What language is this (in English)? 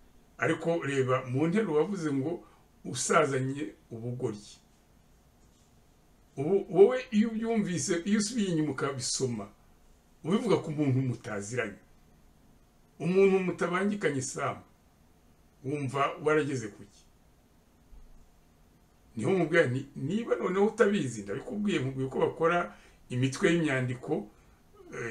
Kinyarwanda